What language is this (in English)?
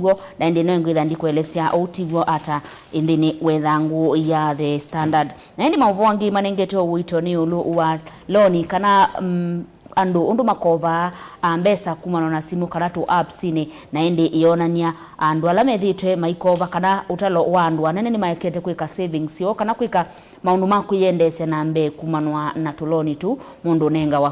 Kamba